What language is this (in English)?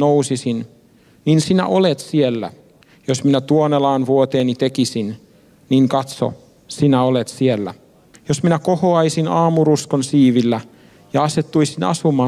Finnish